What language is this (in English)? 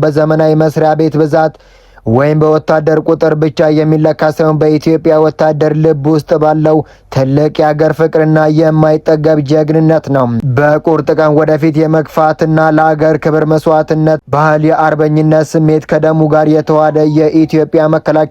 Amharic